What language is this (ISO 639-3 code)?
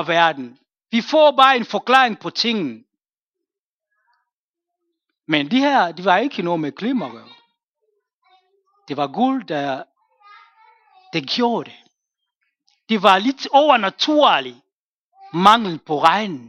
dan